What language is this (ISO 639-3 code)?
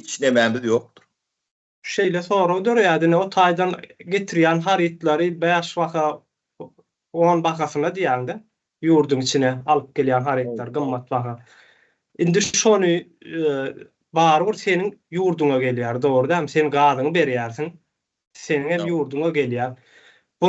tuk